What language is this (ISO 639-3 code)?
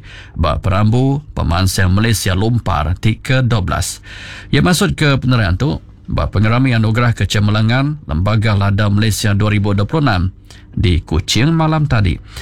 iba